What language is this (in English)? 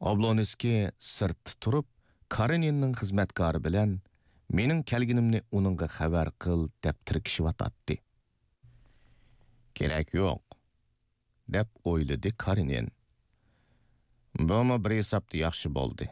Uyghur